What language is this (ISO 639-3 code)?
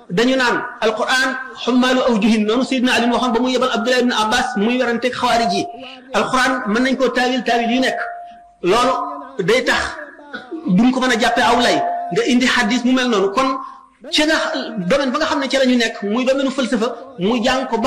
wol